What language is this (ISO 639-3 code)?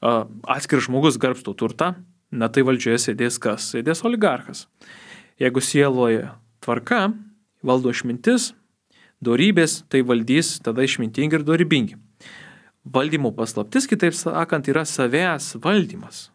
lit